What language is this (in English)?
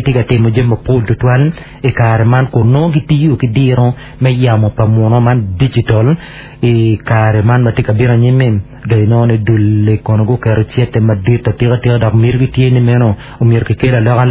Acoli